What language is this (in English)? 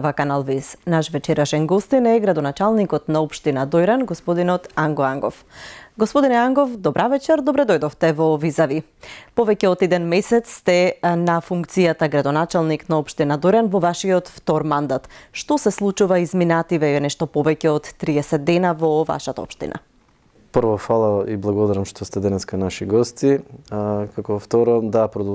Macedonian